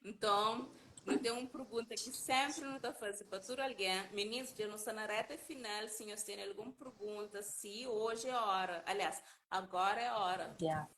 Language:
Kabuverdianu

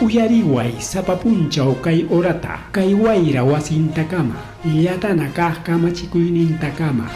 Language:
Ayacucho Quechua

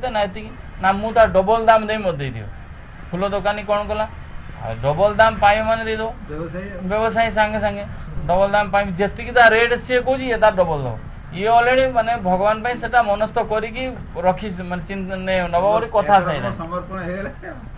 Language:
Odia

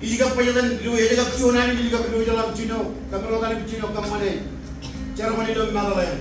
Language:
Marshallese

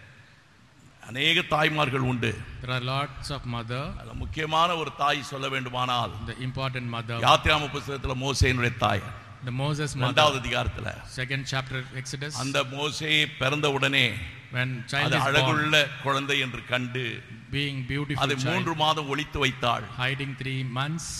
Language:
Tamil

